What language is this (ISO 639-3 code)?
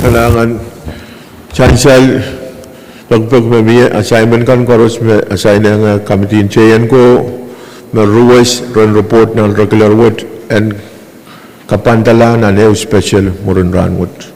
pon